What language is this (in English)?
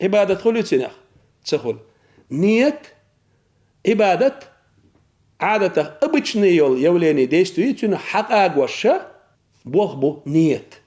Chechen